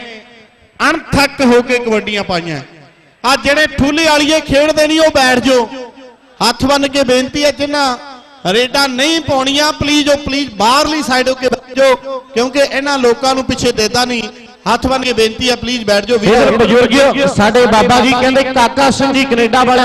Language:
Punjabi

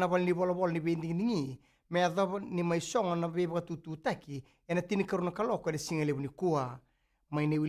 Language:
Fijian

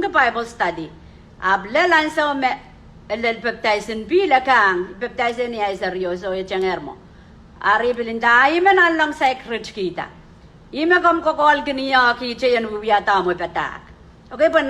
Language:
Pohnpeian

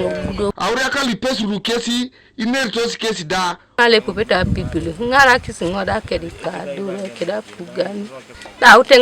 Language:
Teso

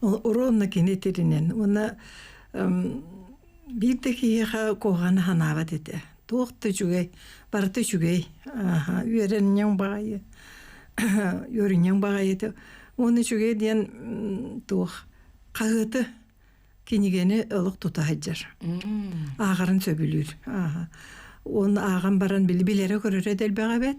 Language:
Yakut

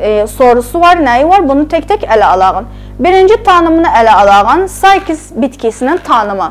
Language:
South Azerbaijani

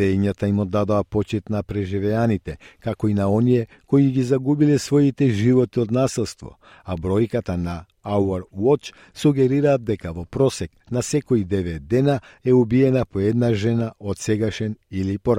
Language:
Macedonian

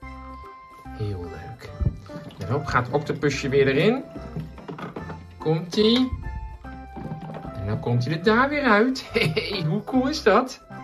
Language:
Dutch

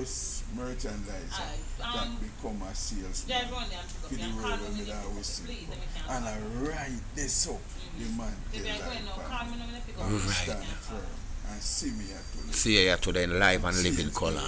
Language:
Jamaican Creole English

